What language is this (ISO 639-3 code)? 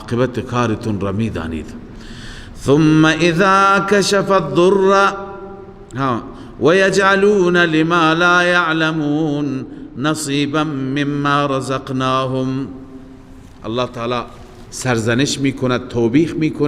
fas